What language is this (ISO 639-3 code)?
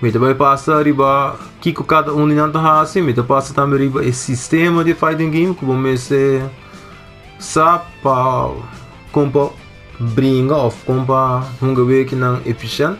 pap